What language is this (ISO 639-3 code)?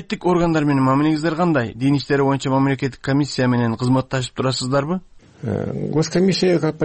kir